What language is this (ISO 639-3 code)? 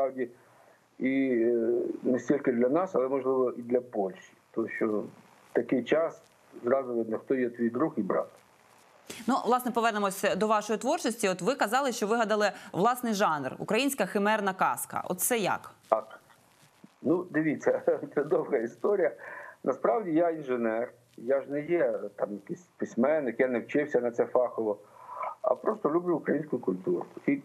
ukr